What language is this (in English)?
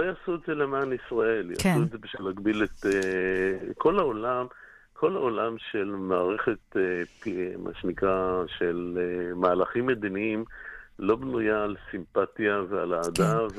Hebrew